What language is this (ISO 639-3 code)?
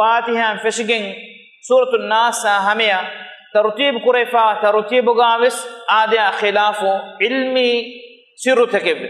div